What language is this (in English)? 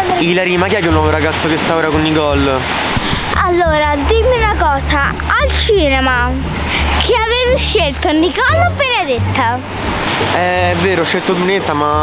Italian